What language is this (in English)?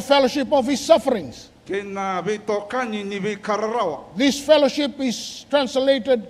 Fijian